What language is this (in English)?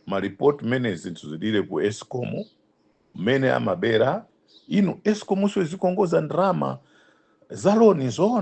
Nyanja